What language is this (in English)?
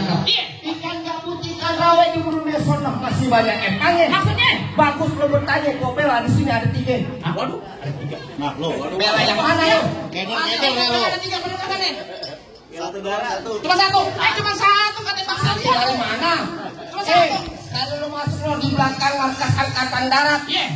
Betawi